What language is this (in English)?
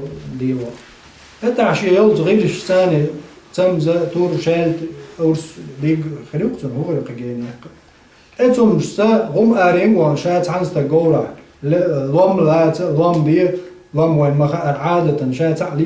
Chechen